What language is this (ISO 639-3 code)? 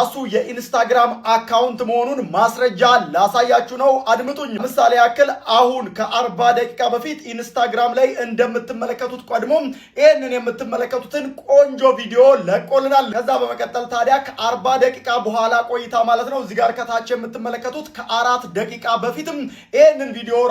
amh